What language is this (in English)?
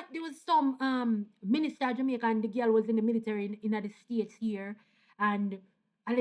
Jamaican Creole English